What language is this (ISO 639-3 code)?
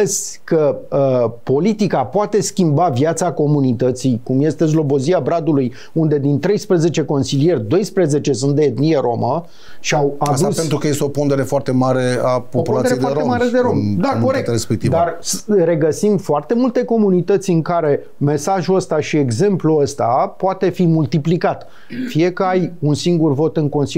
ron